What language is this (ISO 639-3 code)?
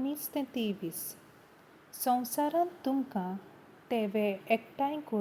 kok